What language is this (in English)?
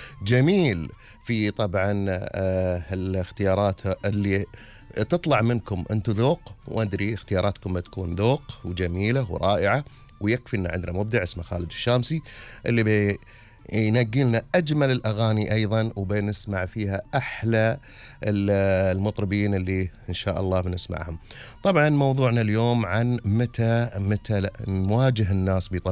Gulf Arabic